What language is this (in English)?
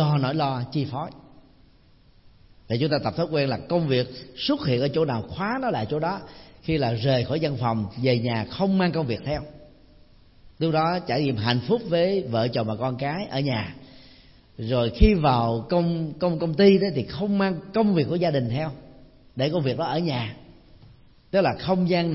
Vietnamese